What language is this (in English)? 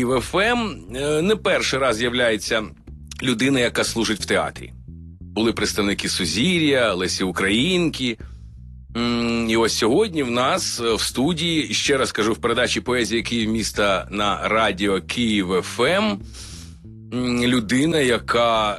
Ukrainian